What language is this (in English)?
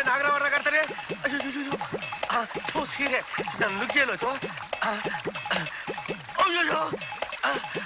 Kannada